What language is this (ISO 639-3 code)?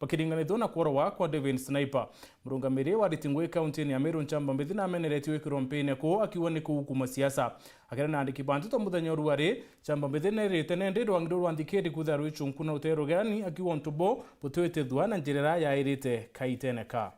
mer